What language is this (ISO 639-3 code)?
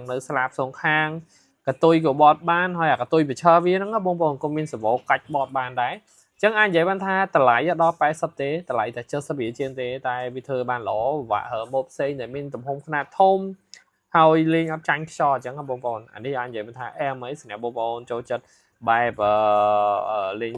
khm